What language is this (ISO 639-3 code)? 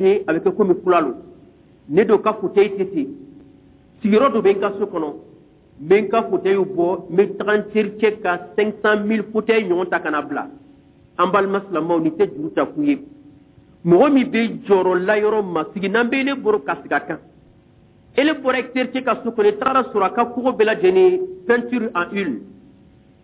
bam